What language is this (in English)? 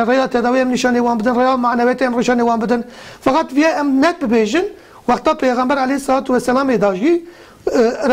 Kurdish